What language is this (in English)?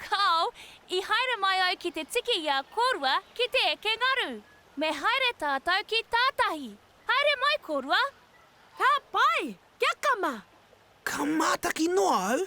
Māori